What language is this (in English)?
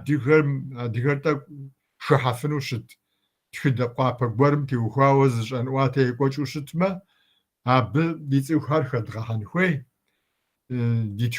Kabardian